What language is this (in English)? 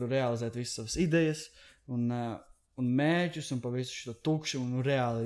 Latvian